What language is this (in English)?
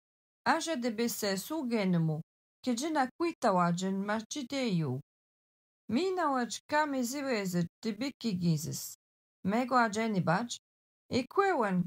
Algonquin